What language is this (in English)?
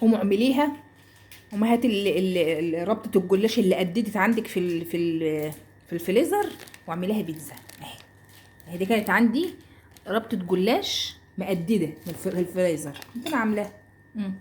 Egyptian Arabic